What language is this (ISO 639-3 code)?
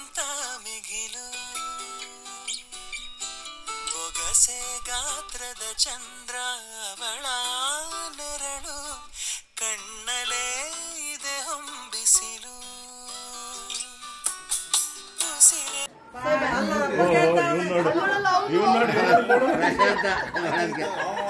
kan